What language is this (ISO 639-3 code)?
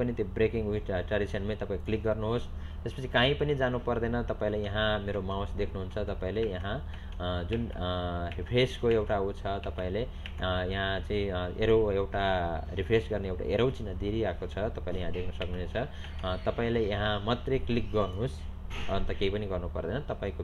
nep